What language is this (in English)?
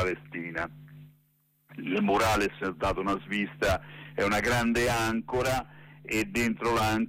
Italian